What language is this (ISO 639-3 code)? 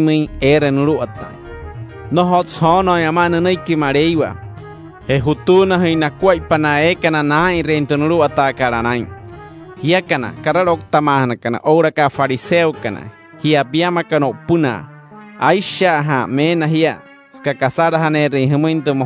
guc